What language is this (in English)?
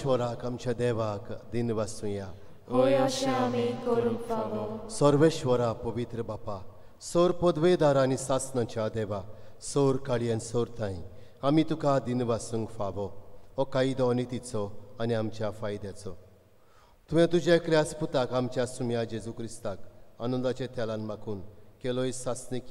Konkani